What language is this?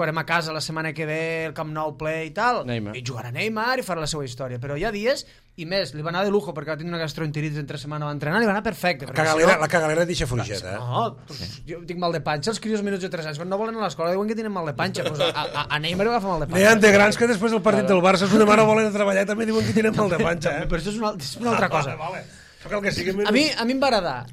Catalan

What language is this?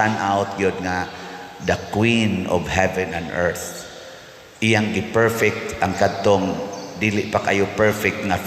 Cebuano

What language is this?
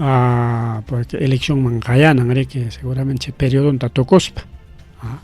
Ayacucho Quechua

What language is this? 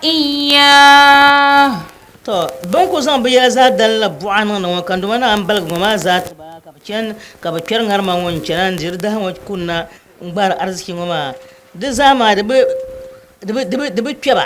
Dagbani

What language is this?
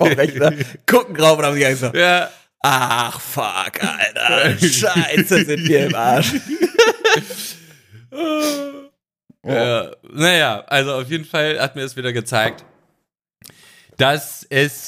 German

